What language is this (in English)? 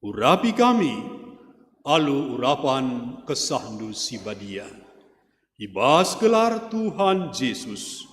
Batak Karo